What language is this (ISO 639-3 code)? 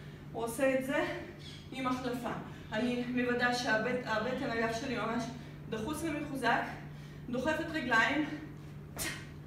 heb